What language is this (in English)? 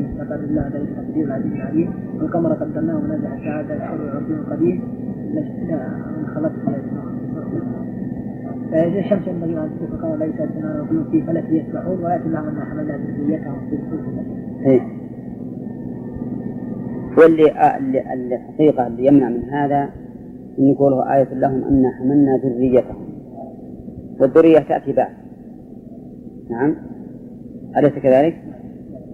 Arabic